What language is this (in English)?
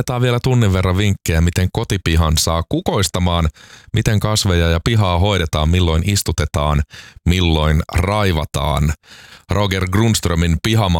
Finnish